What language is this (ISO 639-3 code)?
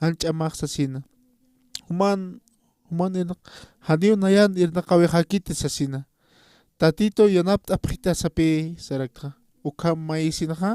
aym